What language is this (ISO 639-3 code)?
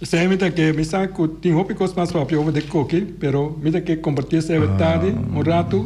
pap